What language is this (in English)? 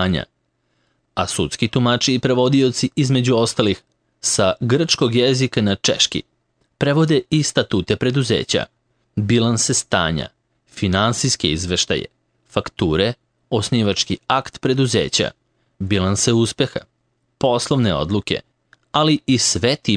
Serbian